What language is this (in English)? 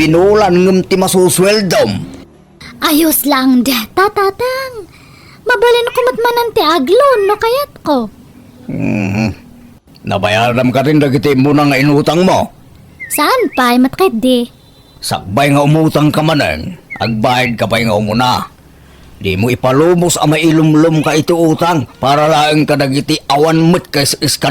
Iloko